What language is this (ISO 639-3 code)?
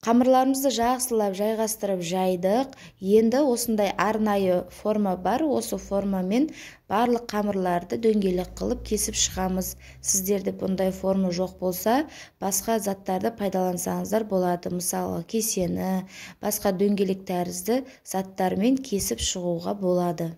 kaz